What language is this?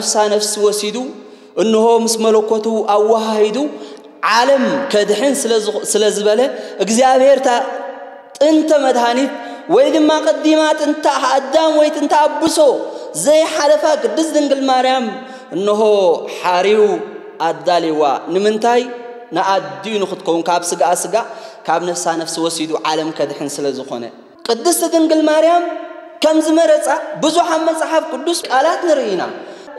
Tigrinya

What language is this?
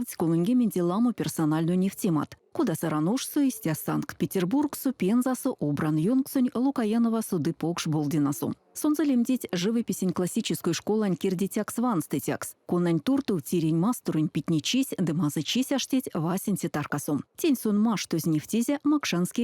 Erzya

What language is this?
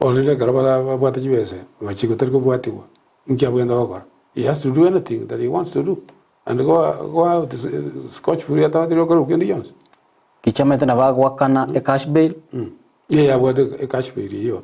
Gusii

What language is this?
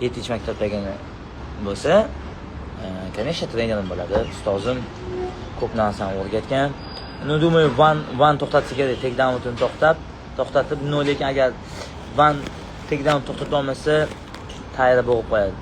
Uzbek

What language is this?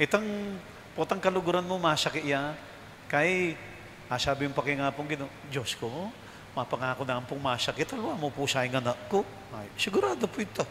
Pampanga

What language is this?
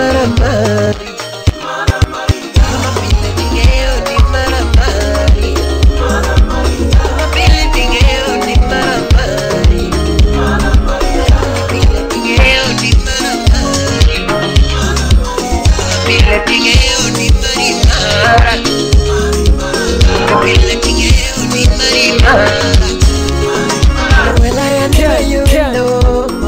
Swahili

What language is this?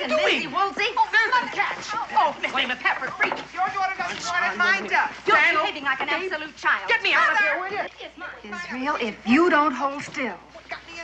English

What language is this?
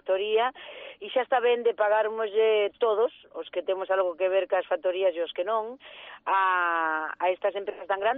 Galician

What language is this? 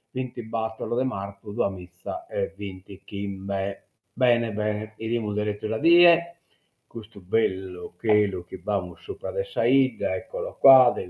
Sardinian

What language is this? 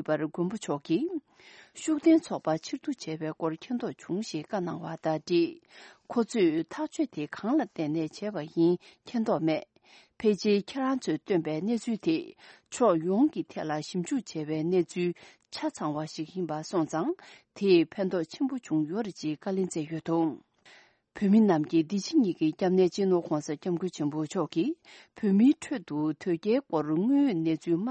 Tibetan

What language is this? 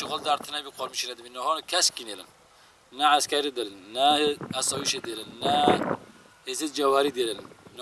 Kurdish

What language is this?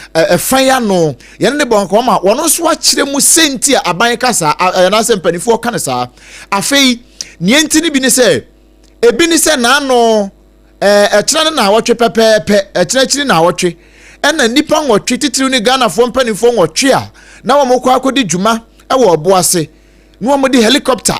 Akan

